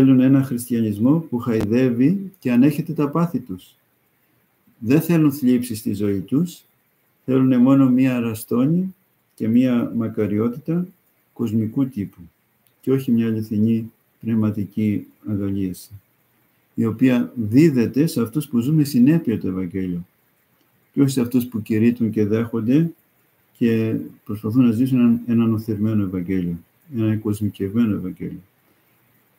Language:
Greek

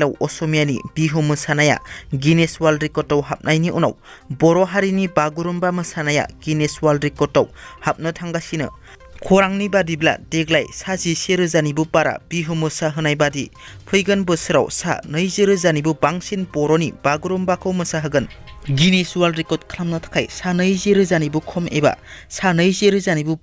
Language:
Bodo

